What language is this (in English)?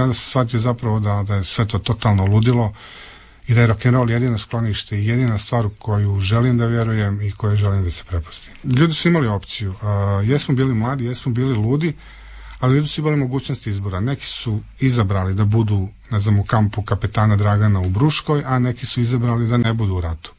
Croatian